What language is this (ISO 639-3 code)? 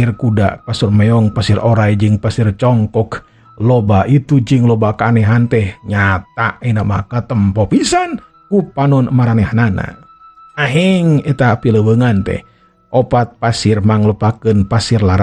sun